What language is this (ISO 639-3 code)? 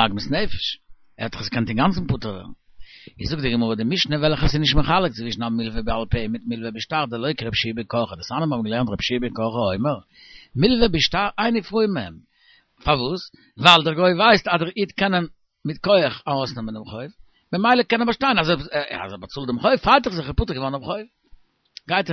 yid